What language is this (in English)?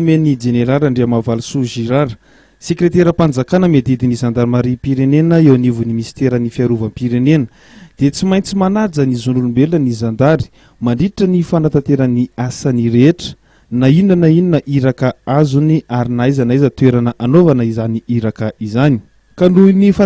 Malagasy